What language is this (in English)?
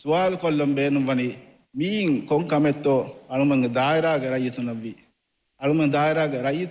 Divehi